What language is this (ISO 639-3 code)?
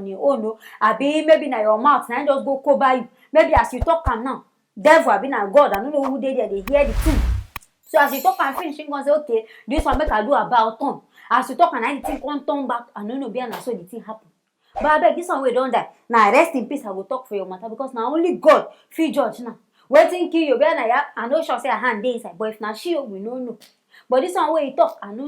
pcm